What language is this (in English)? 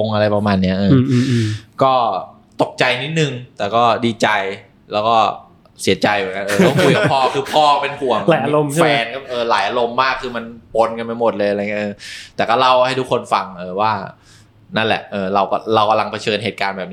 Thai